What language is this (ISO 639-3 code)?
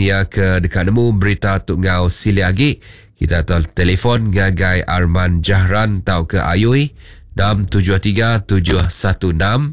iba